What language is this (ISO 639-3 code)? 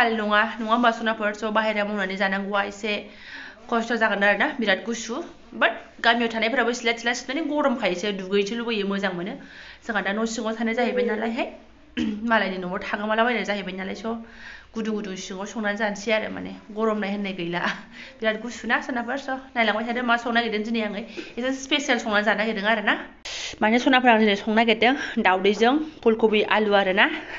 brx